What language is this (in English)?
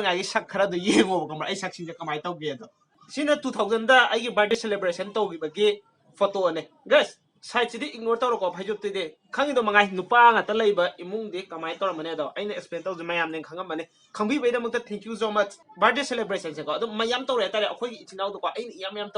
Manipuri